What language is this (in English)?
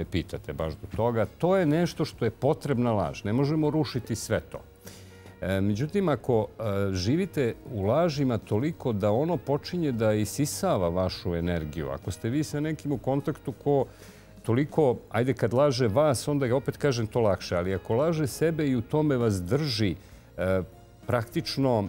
Serbian